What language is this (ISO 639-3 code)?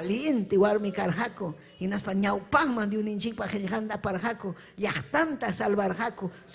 quy